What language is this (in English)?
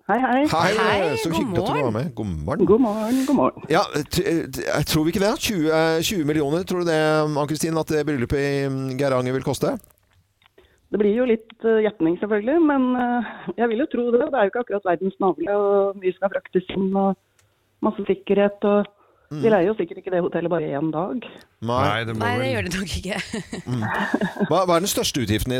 Norwegian